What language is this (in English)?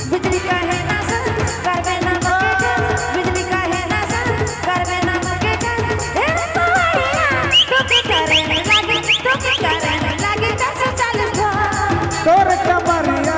Sadri